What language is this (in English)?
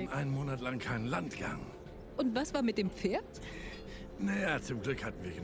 Swiss German